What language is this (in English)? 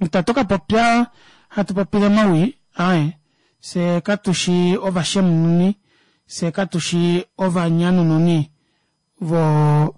Kuanyama